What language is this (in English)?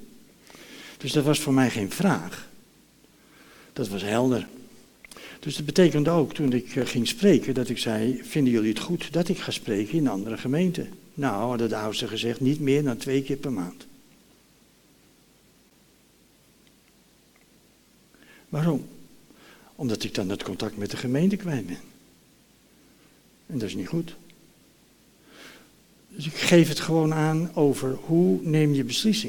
Dutch